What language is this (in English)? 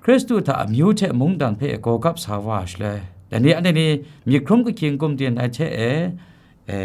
Kachin